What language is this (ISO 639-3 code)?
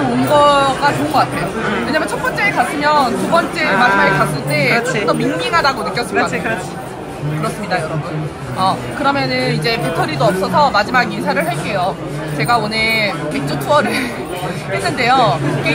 kor